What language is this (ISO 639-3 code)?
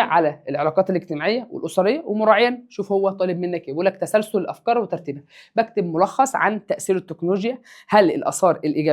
arz